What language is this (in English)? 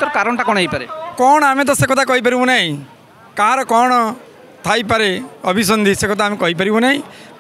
Odia